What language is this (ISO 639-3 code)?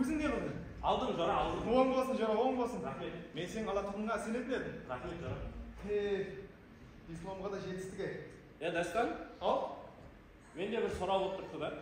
kaa